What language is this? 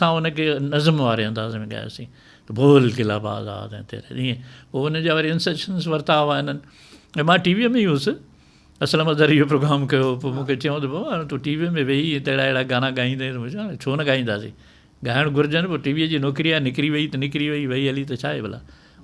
Sindhi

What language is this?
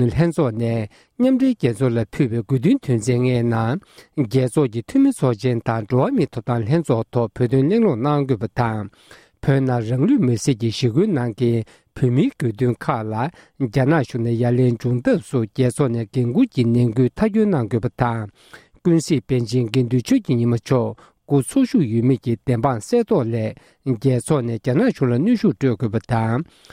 Tibetan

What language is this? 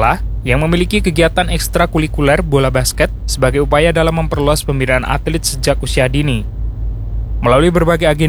Indonesian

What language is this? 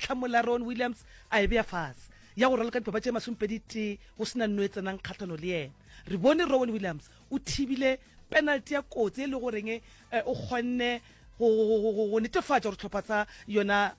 Northern Sotho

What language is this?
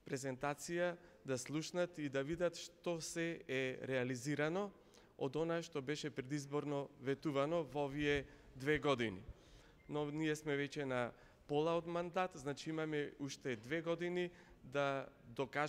Macedonian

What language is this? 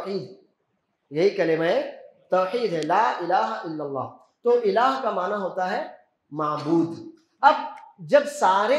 Urdu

